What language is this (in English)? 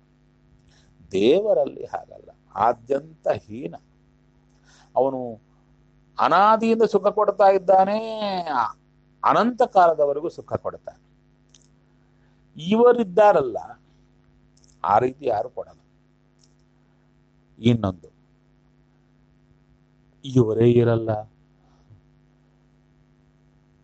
Kannada